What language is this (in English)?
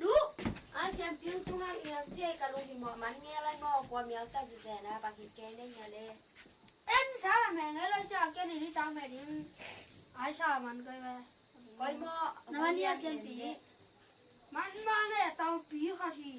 Tedim Chin